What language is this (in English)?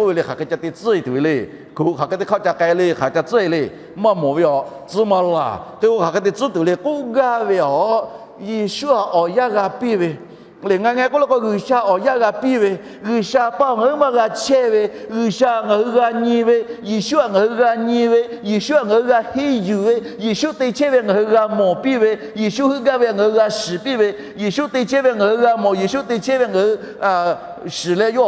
Lahu